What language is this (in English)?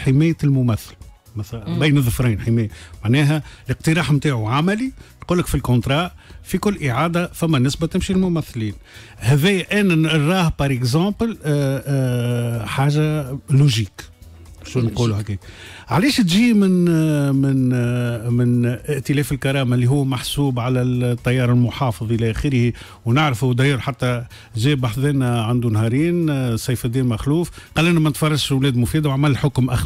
Tunisian Arabic